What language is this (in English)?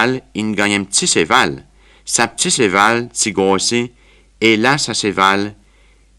Seselwa Creole French